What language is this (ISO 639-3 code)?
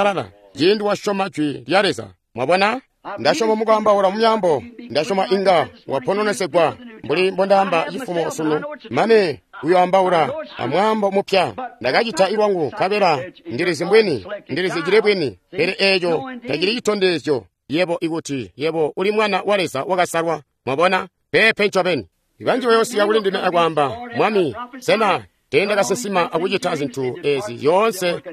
toi